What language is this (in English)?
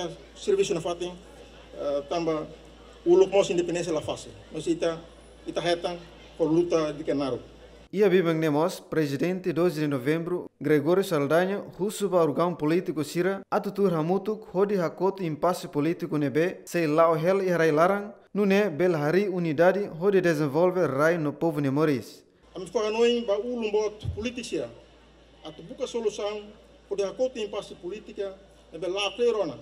Tetum